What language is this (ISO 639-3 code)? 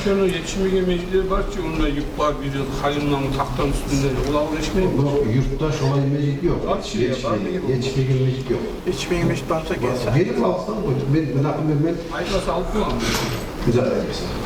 kum